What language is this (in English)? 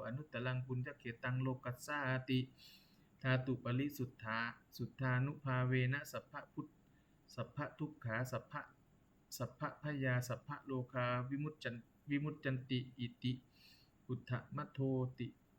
Pali